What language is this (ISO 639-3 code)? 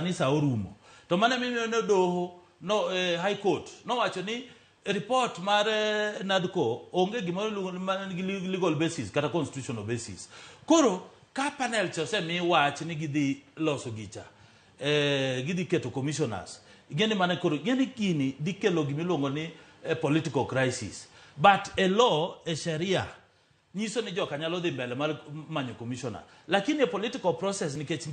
luo